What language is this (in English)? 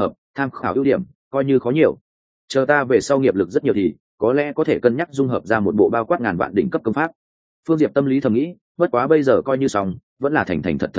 Vietnamese